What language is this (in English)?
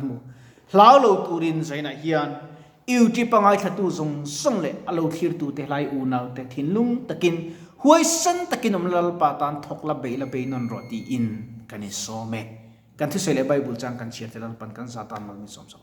Mizo